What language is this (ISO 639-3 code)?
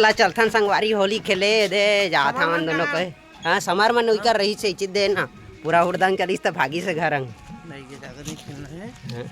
hne